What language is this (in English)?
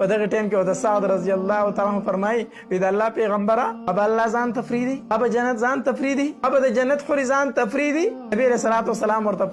Pashto